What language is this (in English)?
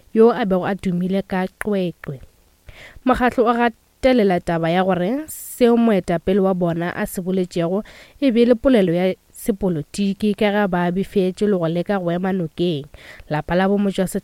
Northern Sotho